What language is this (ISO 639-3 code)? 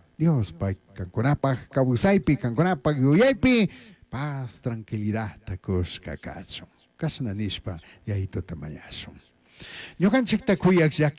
qug